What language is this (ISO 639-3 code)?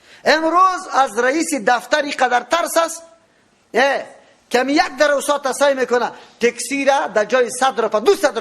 fas